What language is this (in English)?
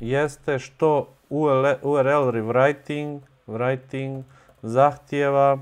Bosnian